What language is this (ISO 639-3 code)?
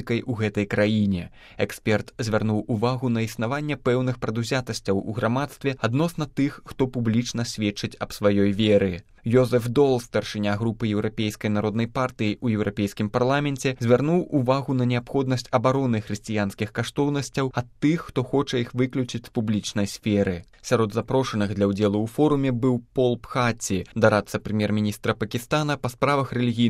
bel